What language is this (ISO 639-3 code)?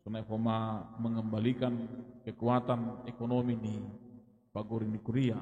bts